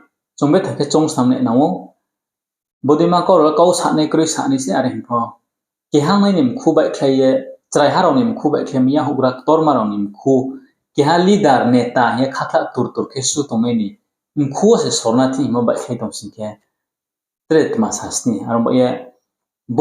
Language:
Riang (India)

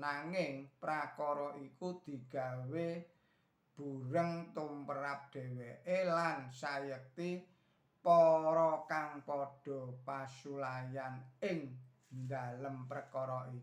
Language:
Javanese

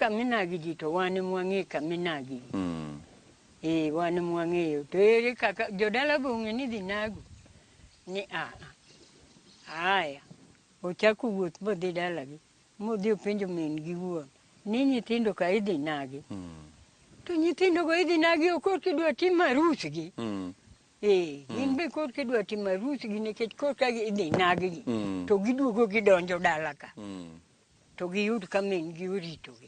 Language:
Luo (Kenya and Tanzania)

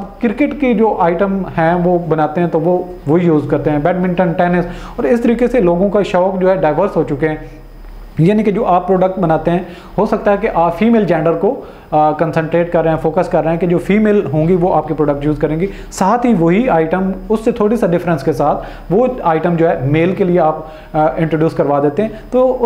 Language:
Hindi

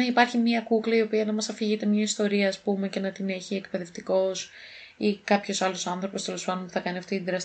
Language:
Greek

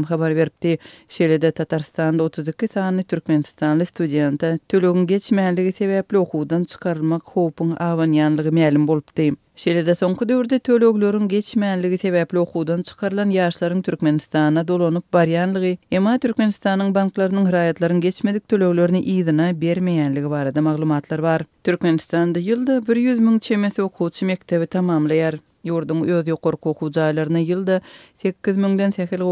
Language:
Turkmen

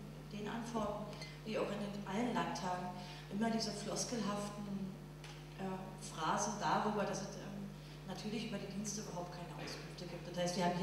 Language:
German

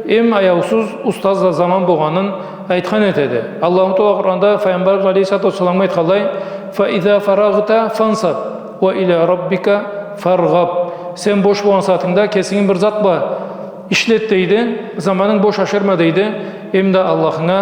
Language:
Karachay-Balkar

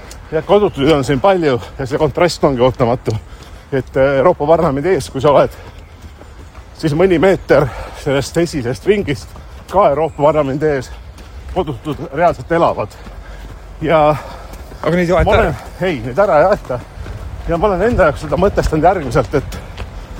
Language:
Estonian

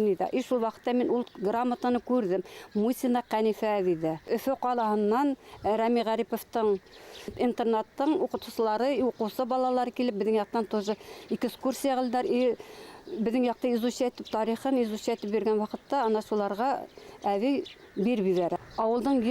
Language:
Bashkir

